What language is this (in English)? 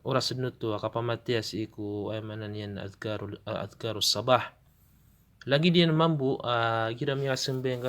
Maranao